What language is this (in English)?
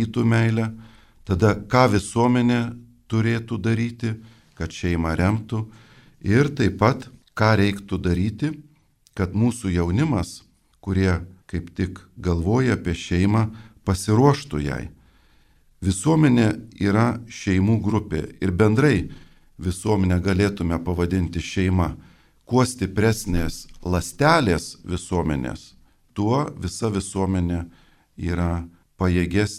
Lithuanian